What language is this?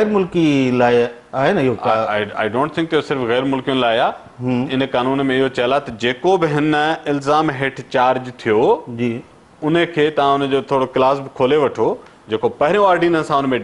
Sindhi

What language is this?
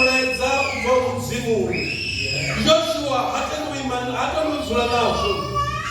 Venda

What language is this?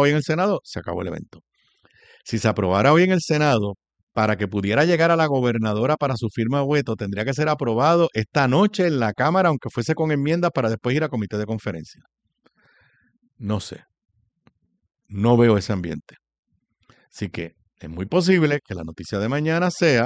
Spanish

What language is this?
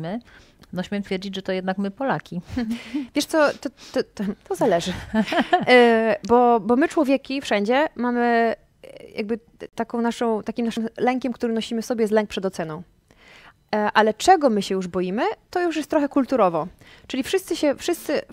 Polish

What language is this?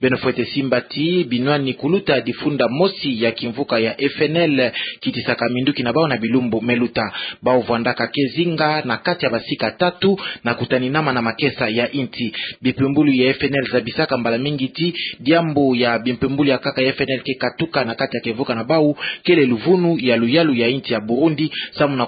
Kituba (Democratic Republic of Congo)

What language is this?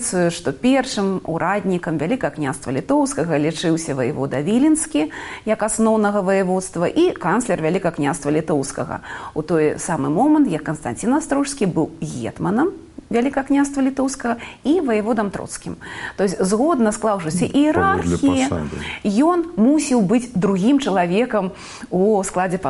Belarusian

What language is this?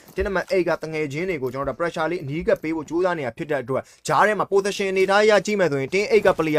Burmese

